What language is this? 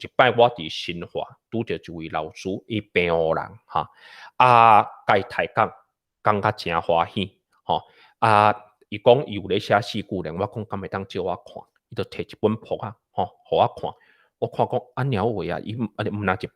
Min Nan Chinese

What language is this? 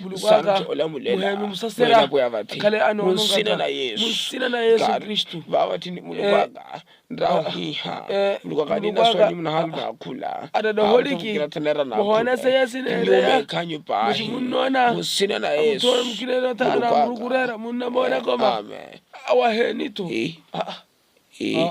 Makhuwa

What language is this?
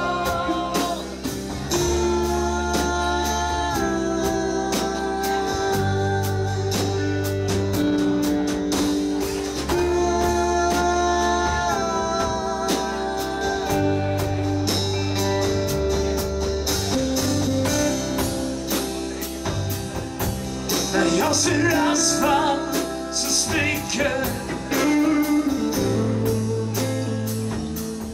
Swedish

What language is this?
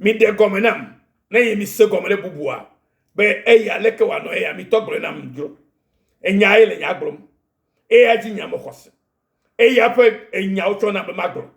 Ewe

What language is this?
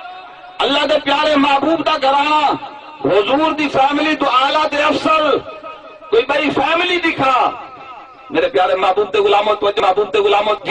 Saraiki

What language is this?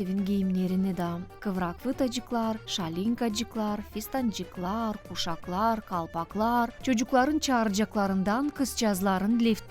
Gagauz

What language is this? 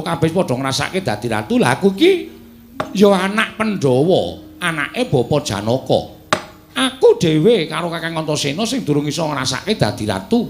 Javanese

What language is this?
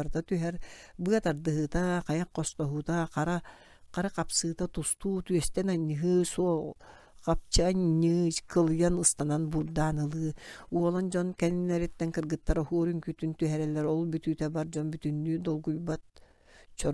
Yakut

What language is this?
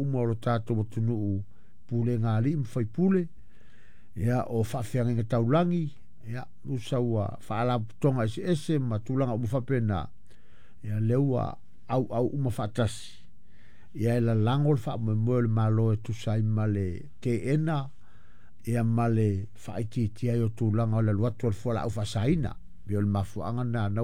Samoan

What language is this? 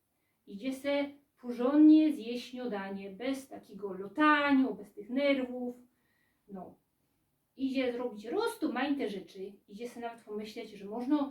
Silesian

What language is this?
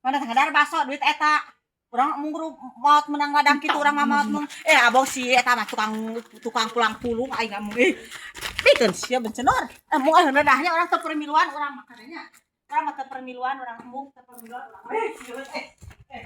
Sundanese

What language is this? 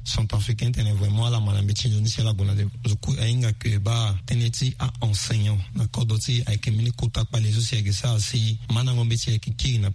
Sango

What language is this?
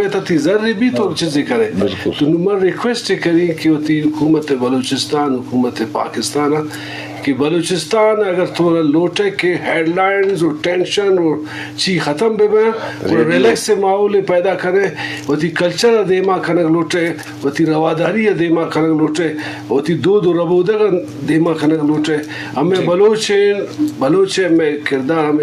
Eastern Balochi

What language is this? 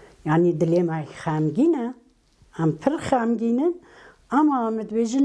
Kurdish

